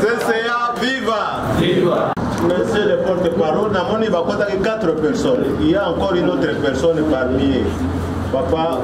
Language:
Lingala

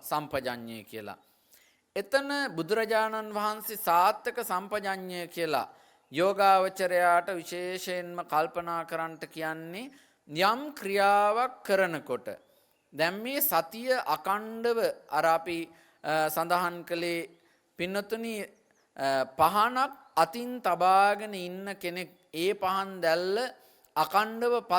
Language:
Sinhala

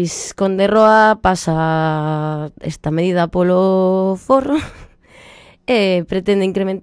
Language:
Galician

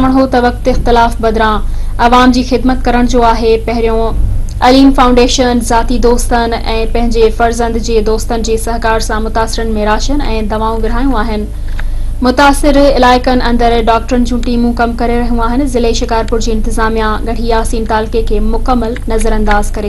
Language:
Sindhi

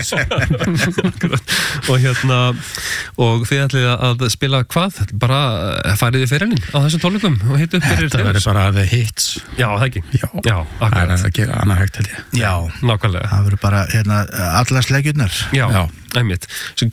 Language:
Icelandic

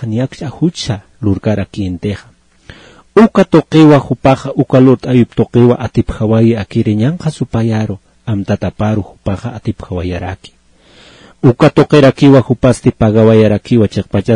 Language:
Aymara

